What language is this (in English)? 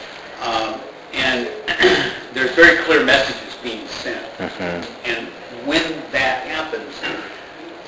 English